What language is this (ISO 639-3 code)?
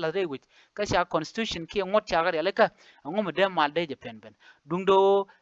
nus